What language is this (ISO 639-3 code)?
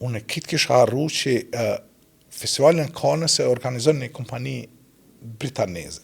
sqi